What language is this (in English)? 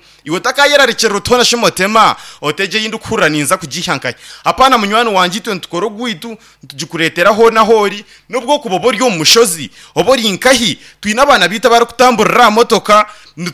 Nyankole